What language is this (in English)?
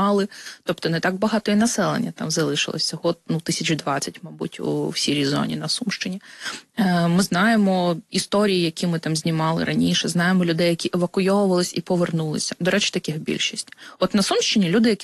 Ukrainian